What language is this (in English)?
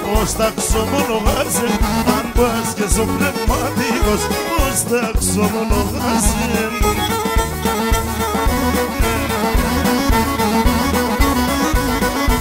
Greek